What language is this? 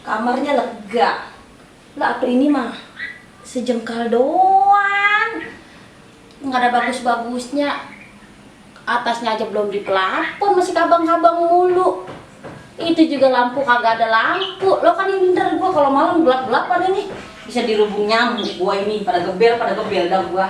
Betawi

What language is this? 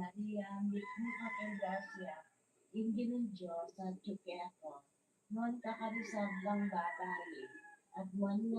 Pampanga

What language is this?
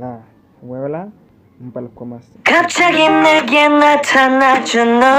Haitian Creole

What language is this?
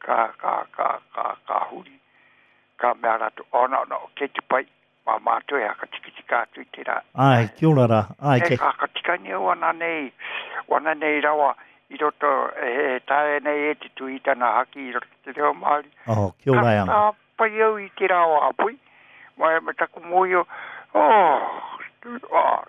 Māori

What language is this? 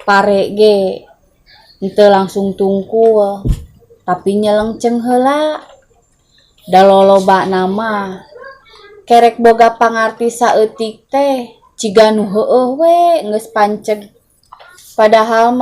Sundanese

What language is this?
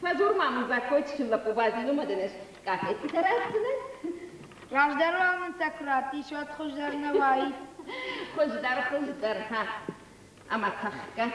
Ossetic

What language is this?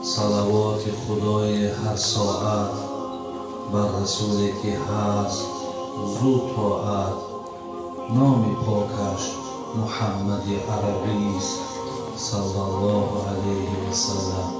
Tajik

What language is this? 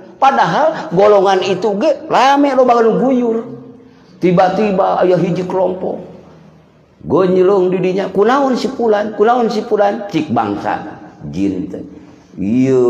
Sundanese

